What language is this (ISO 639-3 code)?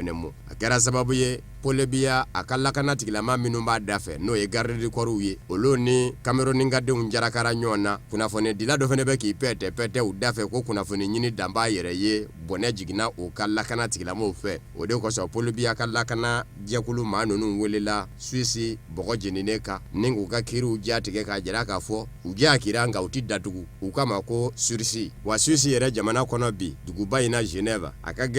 bam